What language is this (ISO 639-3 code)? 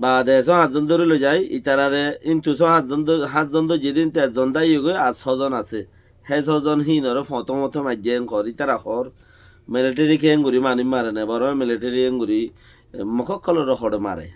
rhg